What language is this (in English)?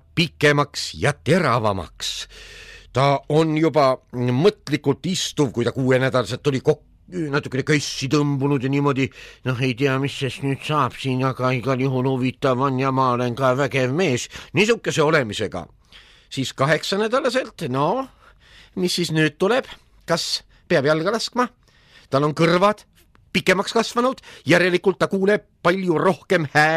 Estonian